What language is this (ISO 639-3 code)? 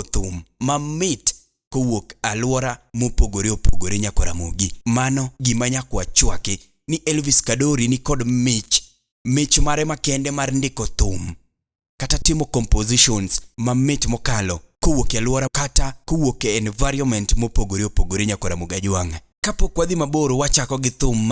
luo